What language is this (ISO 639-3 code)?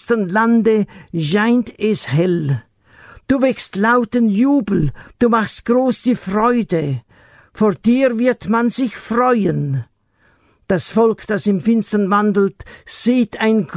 deu